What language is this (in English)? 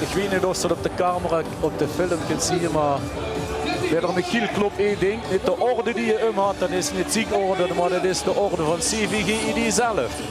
Limburgish